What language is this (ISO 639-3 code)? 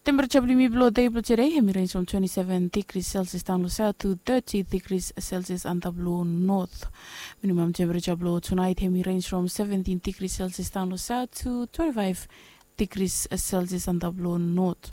bis